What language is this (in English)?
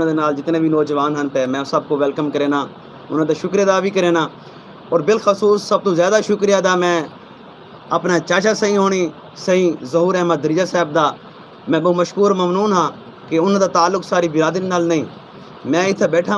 Saraiki